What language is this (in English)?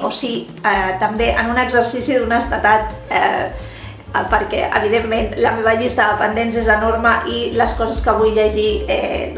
Catalan